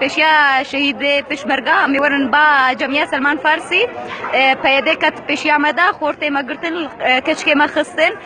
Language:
Kurdish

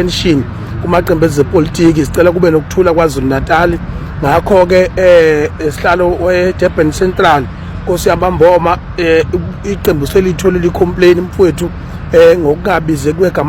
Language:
Zulu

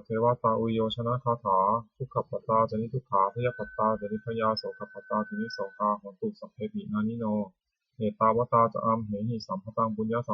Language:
Pali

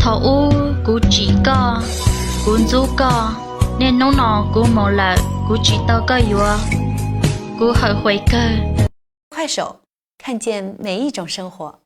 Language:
Hmong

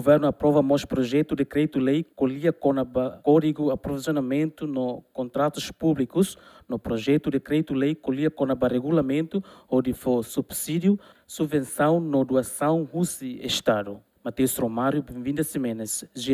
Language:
Tetum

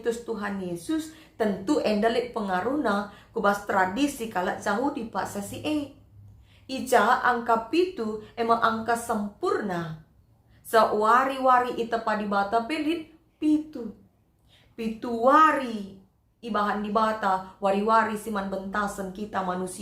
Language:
Batak Karo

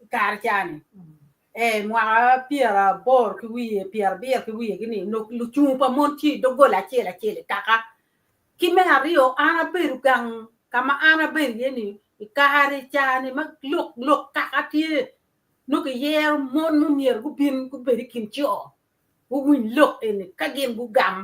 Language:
Acoli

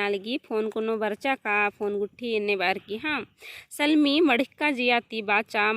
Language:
Kurukh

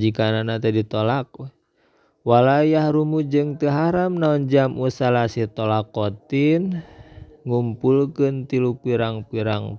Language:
Sundanese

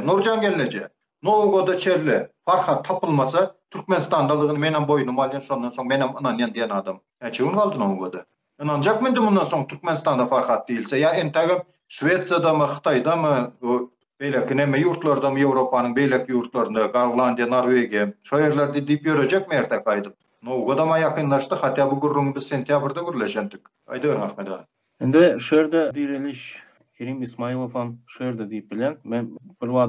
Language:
Turkmen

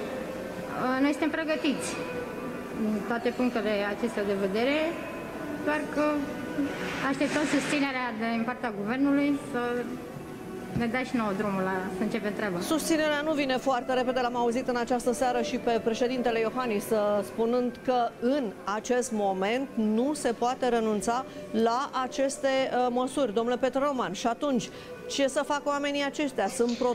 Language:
Romanian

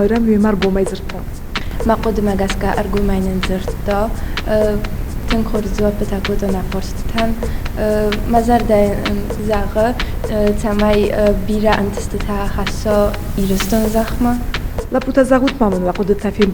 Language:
Ossetic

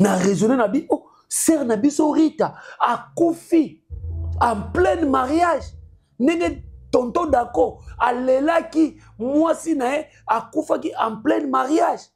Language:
Lingala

